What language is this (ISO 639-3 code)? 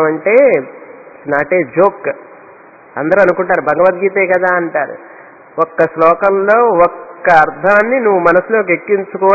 tel